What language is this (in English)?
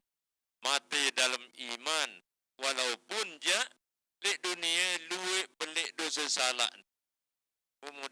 Sasak